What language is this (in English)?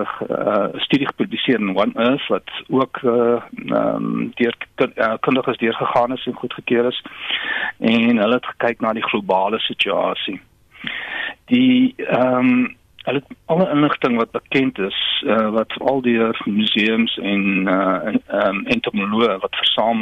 Afrikaans